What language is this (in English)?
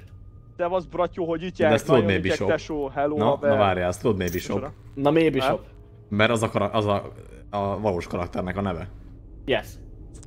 Hungarian